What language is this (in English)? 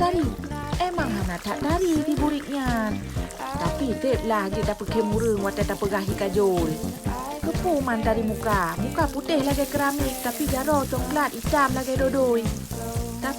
Achinese